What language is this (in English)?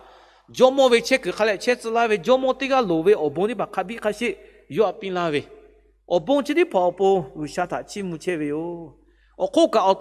Lahu